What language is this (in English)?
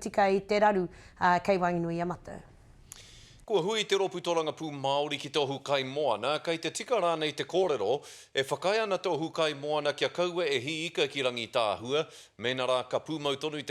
Māori